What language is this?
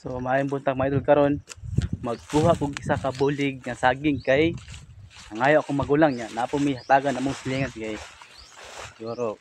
Cebuano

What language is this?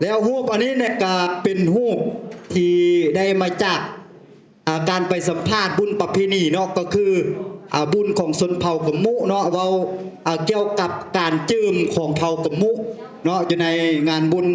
Lao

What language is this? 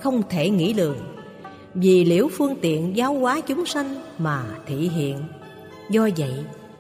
Vietnamese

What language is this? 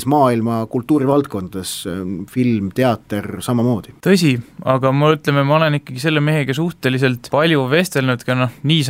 Estonian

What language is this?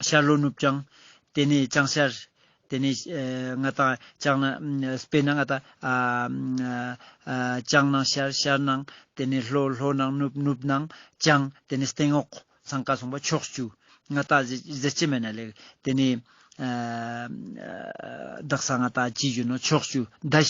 Ladakhi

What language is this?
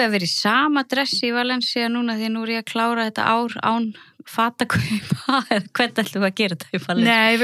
Icelandic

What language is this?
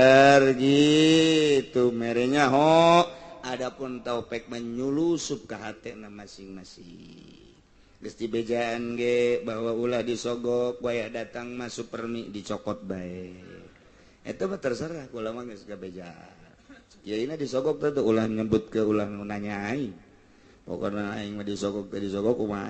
Sundanese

